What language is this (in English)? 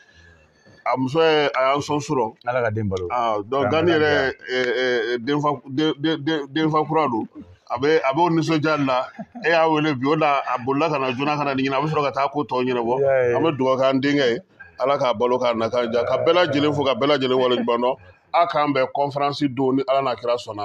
Bambara